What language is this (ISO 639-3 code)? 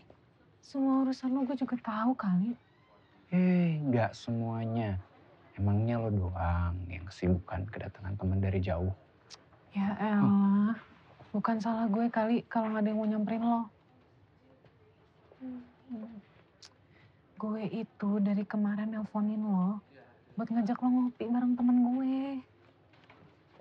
ind